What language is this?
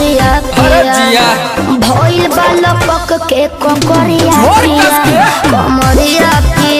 Bhojpuri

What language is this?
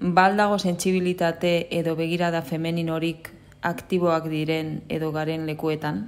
Basque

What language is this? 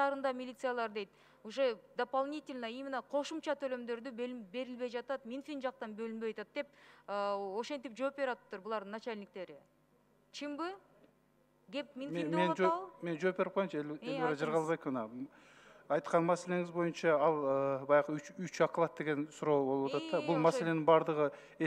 Kyrgyz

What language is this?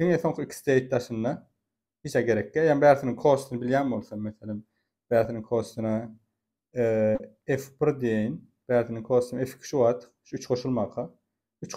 Turkmen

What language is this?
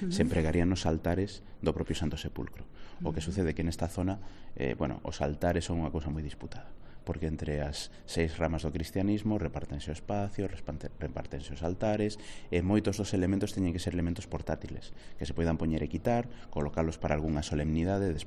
Galician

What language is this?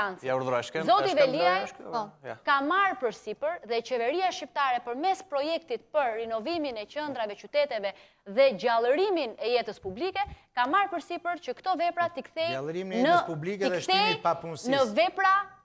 Albanian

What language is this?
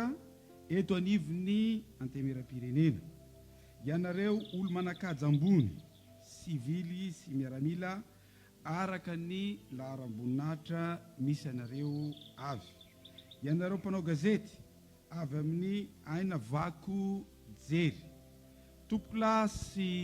Malagasy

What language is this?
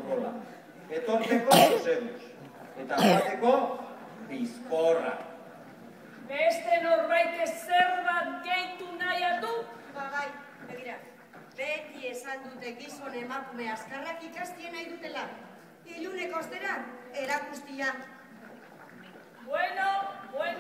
Basque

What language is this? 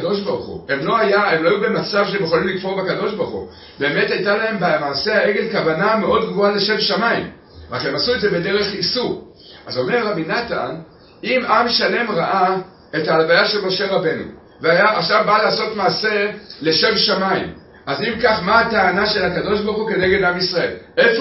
Hebrew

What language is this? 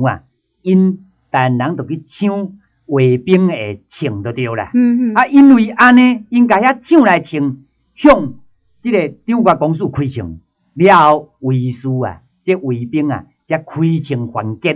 Min Nan Chinese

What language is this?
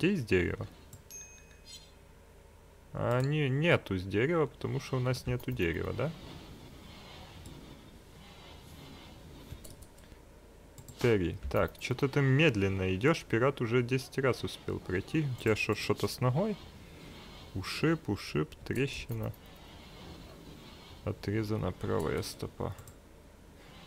Russian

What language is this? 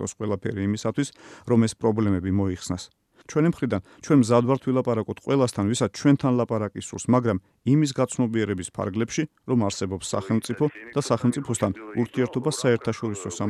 Georgian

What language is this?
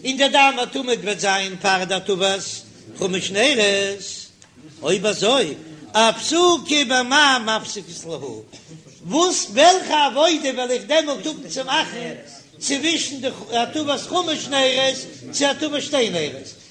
Yiddish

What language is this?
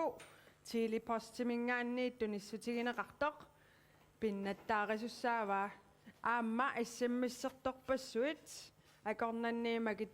Kalaallisut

